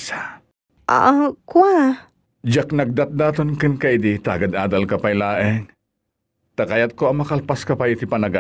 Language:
Iloko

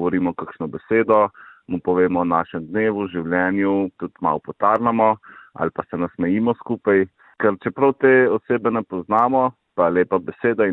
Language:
Slovenian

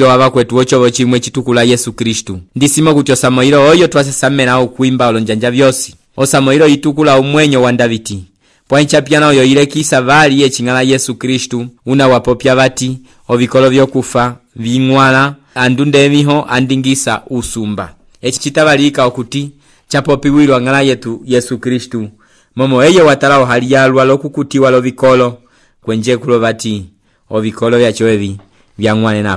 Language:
Umbundu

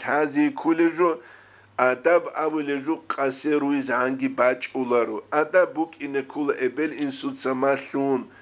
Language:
Avaric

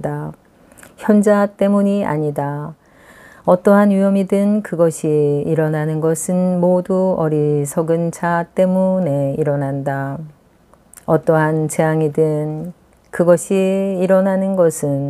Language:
Korean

